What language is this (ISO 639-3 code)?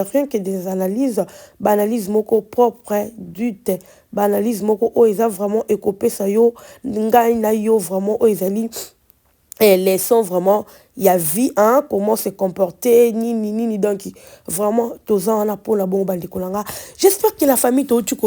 lin